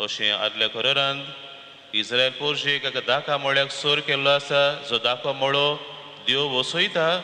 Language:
Konkani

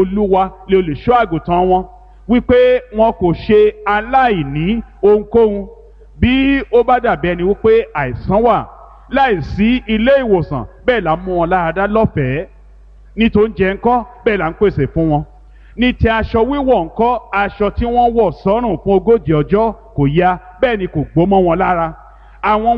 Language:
Yoruba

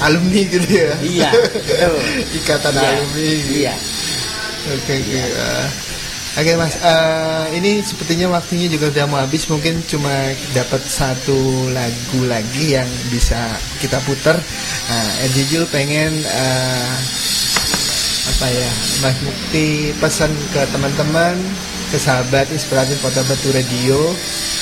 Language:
Indonesian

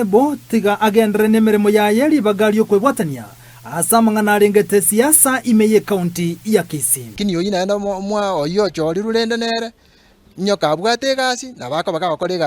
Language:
Gusii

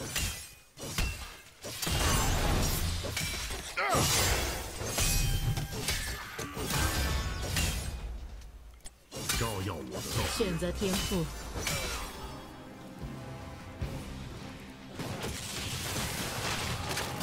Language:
Chinese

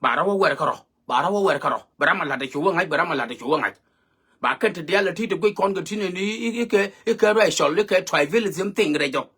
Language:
Nuer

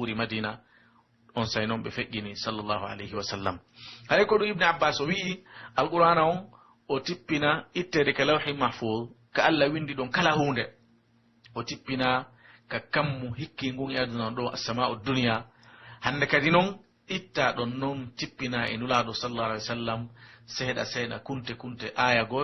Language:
Pular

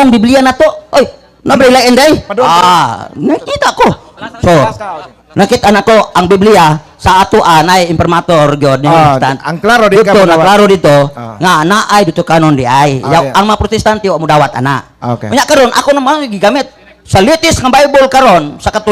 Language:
Cebuano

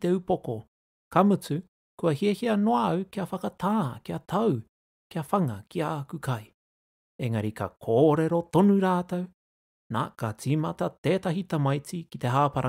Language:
Māori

